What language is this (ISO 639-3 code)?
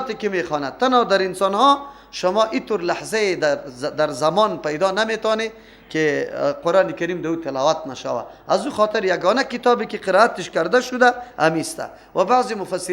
fas